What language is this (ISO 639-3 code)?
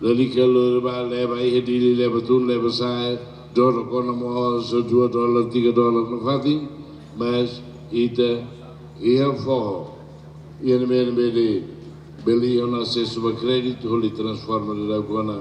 tet